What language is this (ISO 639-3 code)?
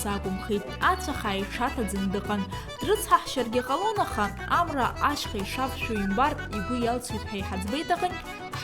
abk